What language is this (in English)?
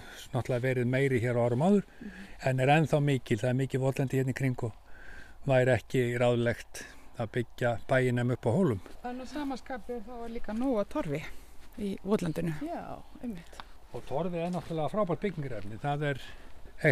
Icelandic